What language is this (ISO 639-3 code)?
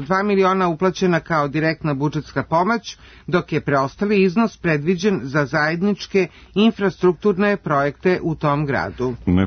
srp